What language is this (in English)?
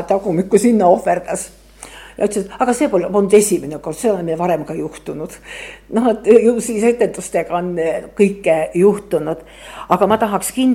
Estonian